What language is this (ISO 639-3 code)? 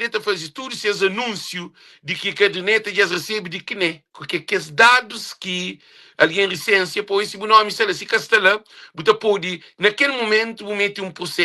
kea